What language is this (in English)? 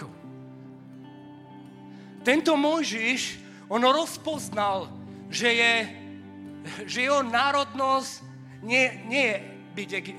Slovak